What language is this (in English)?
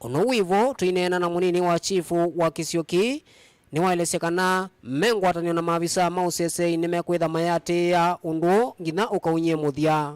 Kamba